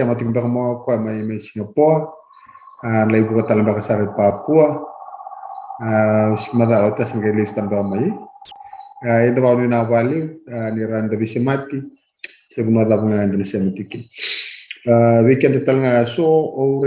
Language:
Fijian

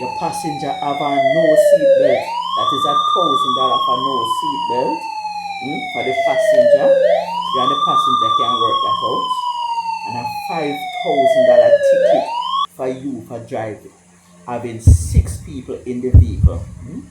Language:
Jamaican Creole English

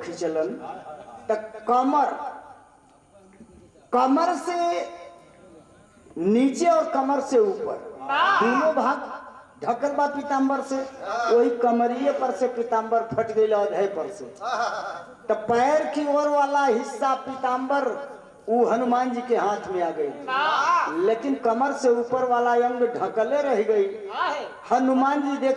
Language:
Bhojpuri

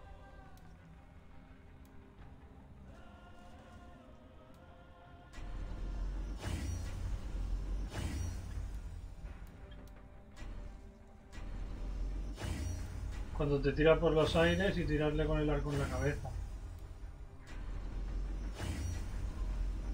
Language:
Spanish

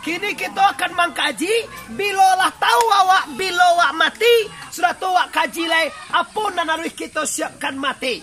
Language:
Minangkabau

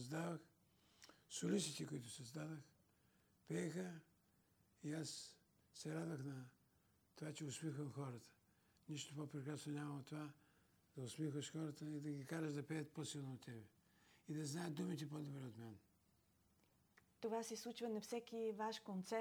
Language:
Bulgarian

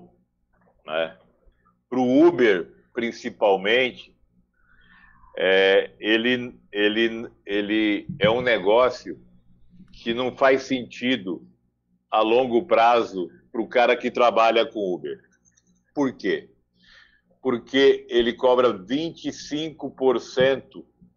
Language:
Portuguese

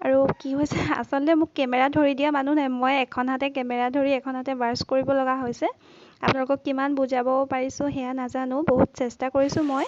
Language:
Assamese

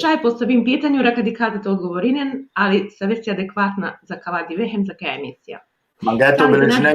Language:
Balkan Romani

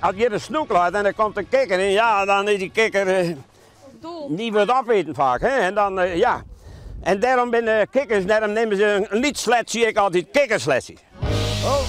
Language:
Western Frisian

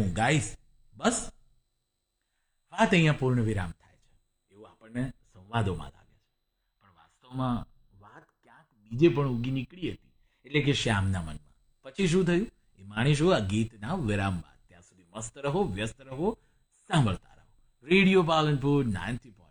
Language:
Gujarati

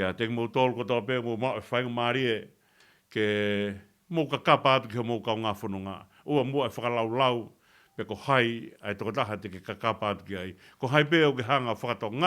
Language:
Tongan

